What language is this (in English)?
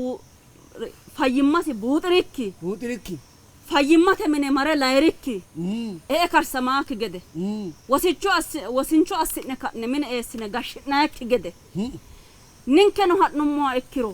Sidamo